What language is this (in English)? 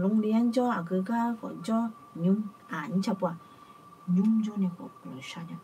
Akha